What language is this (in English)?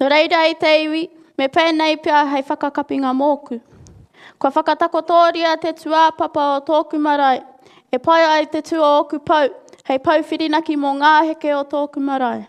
Māori